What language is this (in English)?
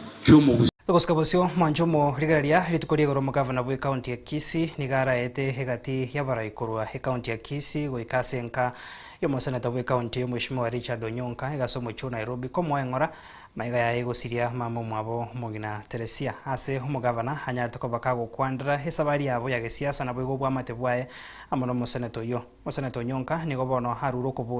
Gusii